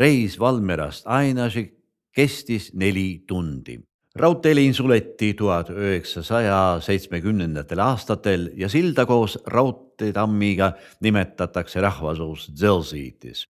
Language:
Estonian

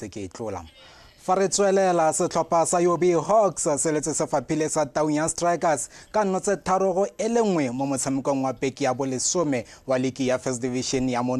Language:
Tswana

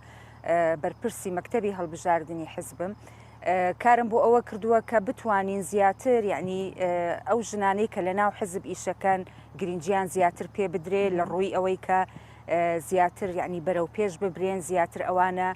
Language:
Central Kurdish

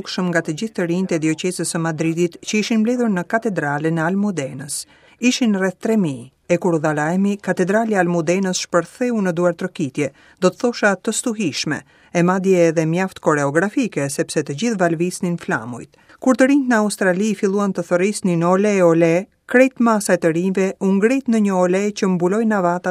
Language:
Albanian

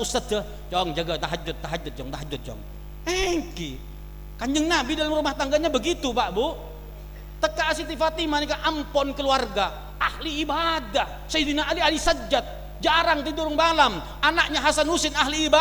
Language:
Madurese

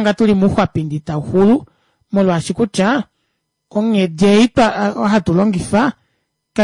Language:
Kuanyama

